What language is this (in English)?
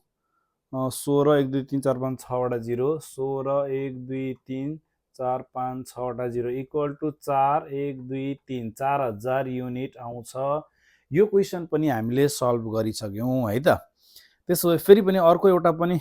Nepali